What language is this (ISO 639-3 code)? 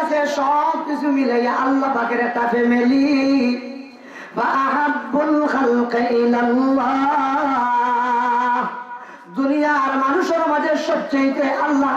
syl